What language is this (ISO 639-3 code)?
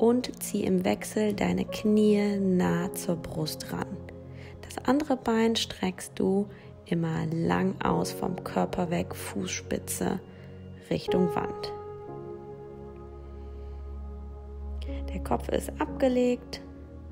deu